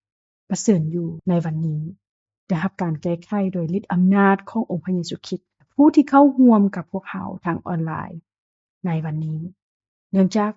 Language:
Lao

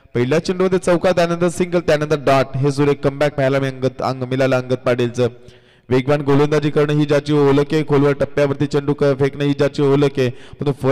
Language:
Marathi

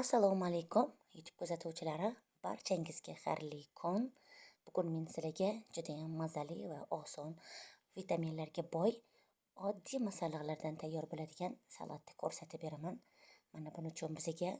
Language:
Uzbek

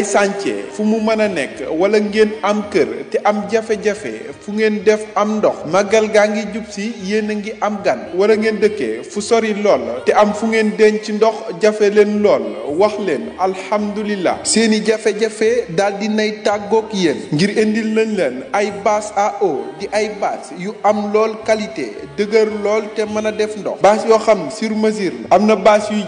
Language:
Wolof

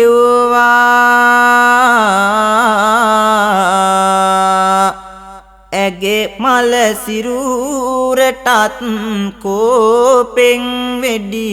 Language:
Sinhala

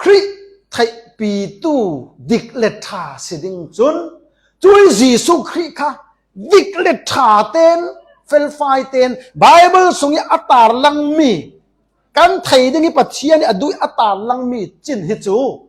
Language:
Falam Chin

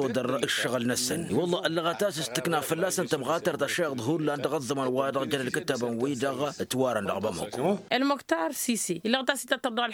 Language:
Tamasheq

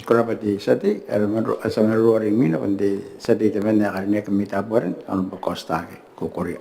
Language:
Gilbertese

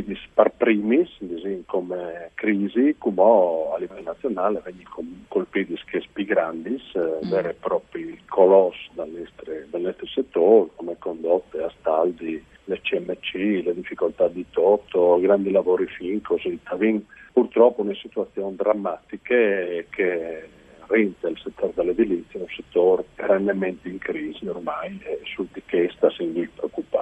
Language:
Friulian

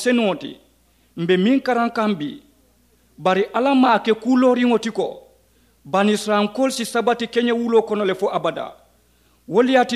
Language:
Mandingo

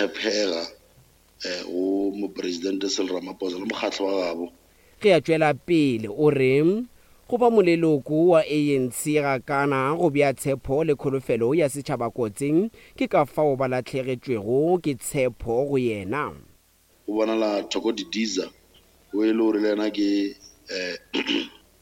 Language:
Northern Sotho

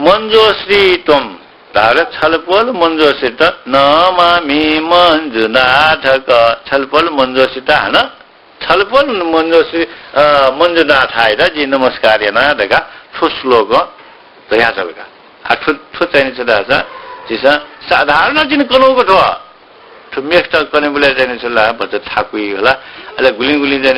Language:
Newari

